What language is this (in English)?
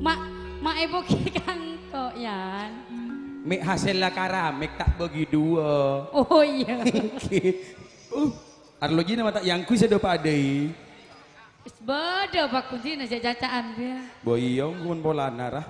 Madurese